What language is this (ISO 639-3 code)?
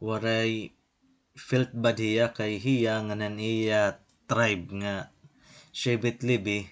war